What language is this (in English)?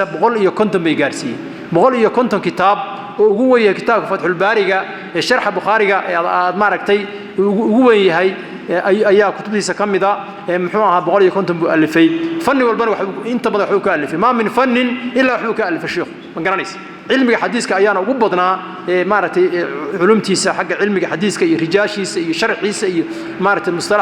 Somali